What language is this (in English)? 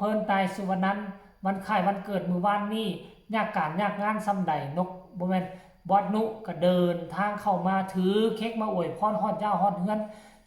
Northeastern Thai